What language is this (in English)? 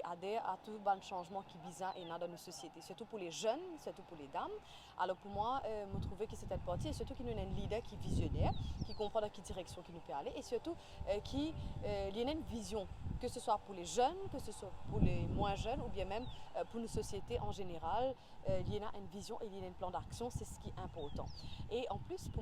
Morisyen